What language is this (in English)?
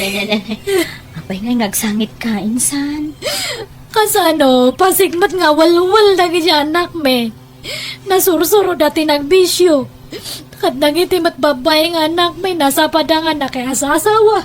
Iloko